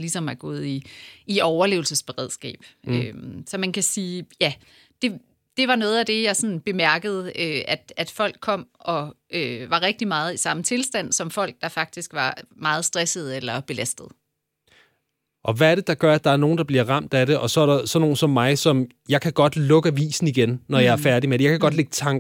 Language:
Danish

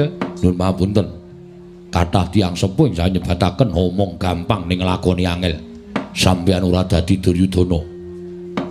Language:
Javanese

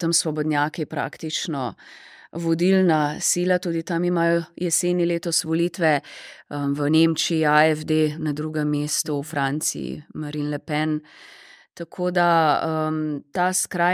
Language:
Slovenian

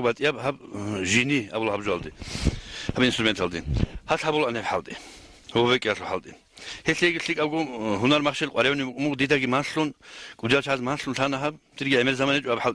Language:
Avaric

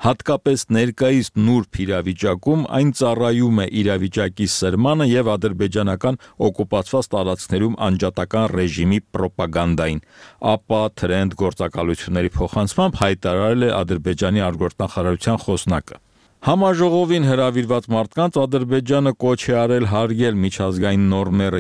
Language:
Armenian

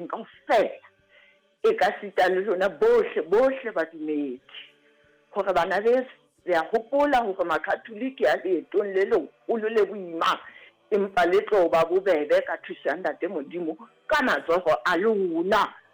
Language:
Southern Sotho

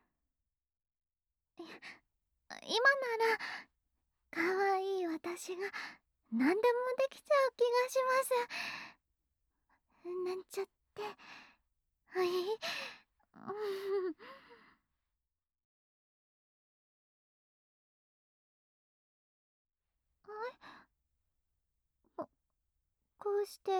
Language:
Japanese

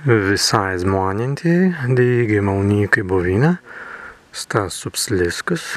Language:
Prussian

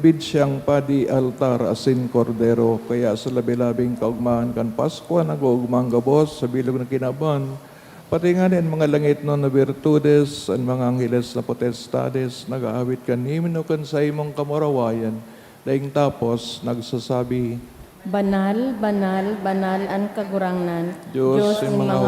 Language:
Bikol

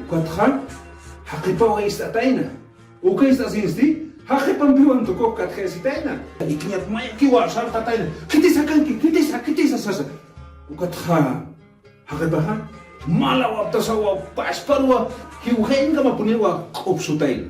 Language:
Aymara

